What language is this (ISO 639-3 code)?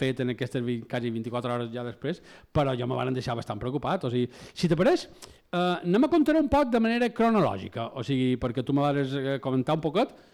cat